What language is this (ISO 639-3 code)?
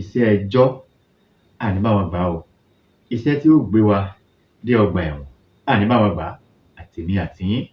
yor